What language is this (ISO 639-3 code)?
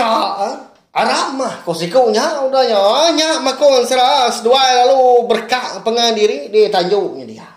iba